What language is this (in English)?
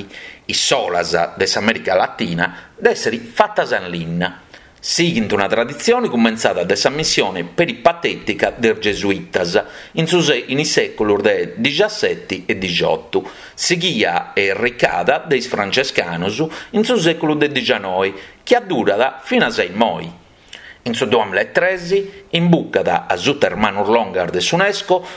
Sardinian